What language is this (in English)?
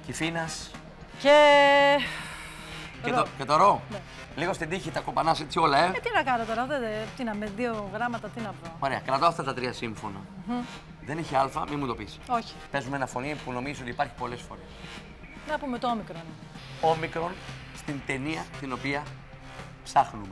Greek